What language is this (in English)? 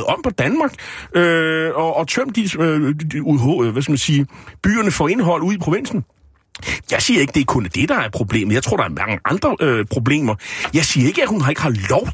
Danish